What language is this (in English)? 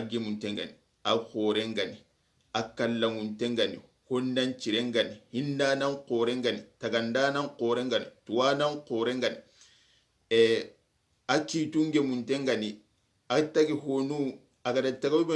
Soninke